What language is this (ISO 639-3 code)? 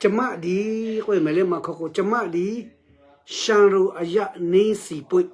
lhu